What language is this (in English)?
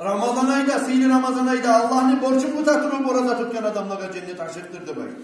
Kumyk